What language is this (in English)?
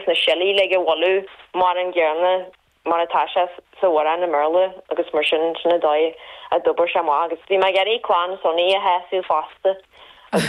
Irish